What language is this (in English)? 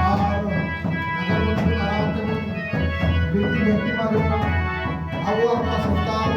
Santali